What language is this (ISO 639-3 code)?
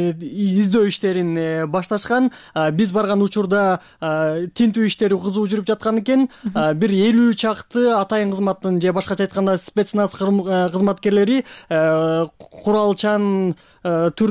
kir